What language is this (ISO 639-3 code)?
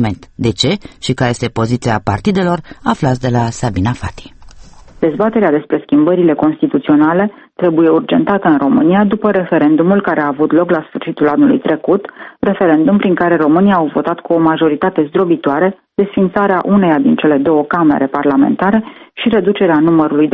ron